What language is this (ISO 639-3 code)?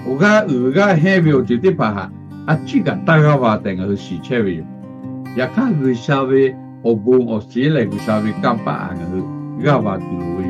lhu